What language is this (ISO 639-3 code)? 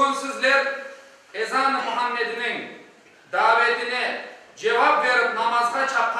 crh